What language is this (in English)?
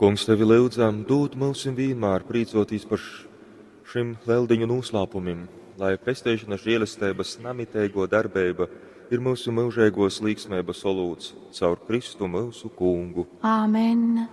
Latgalian